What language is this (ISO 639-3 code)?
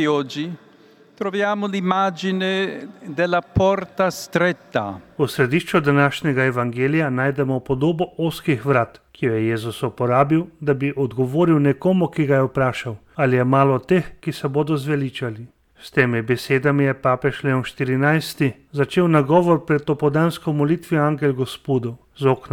slv